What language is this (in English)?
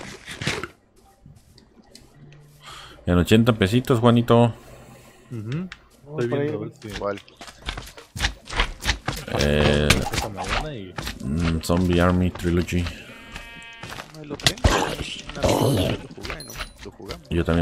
Spanish